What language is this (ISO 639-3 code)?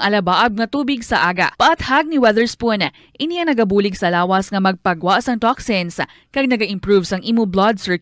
hil